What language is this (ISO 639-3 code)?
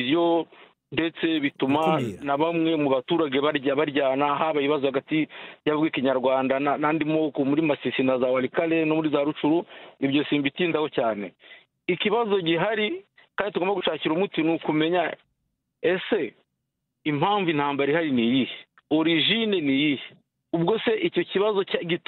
kin